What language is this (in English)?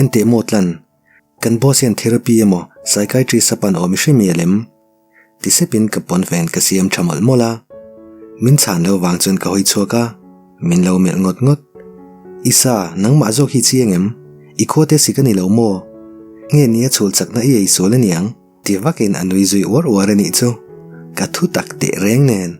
Mizo